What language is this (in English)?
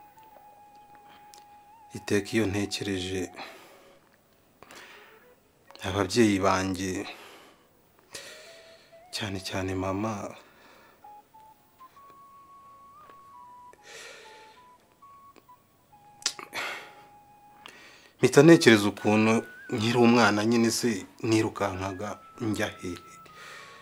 Kinyarwanda